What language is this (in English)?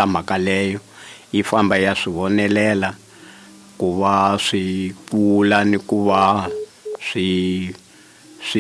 Tsonga